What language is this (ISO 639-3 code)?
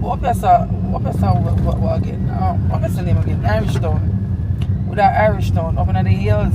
jam